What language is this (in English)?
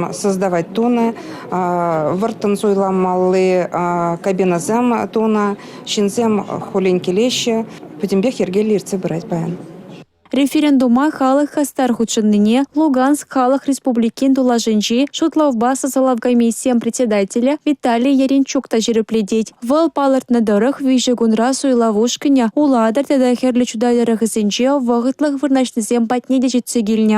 Chuvash